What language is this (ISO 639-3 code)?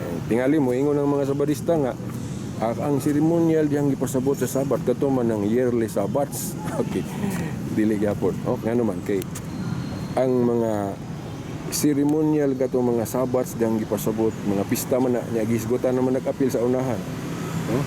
ceb